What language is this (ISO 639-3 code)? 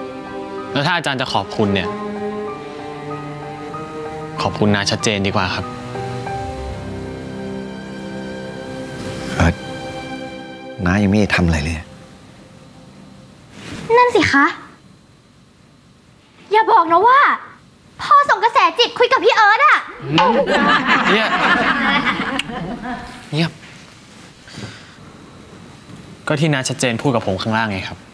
tha